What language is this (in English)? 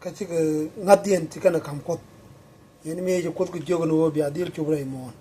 Nuer